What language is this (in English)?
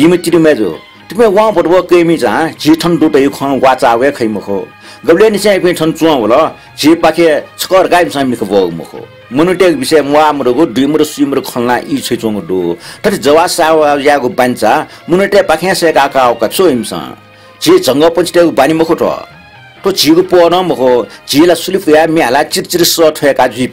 Newari